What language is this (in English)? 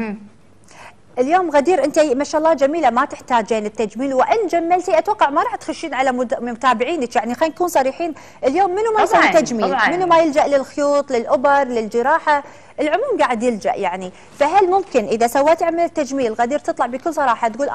Gulf Arabic